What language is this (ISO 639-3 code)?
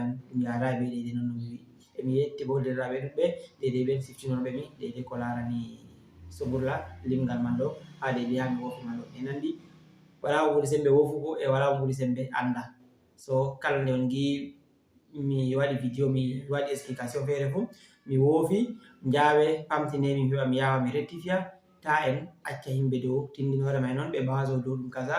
ful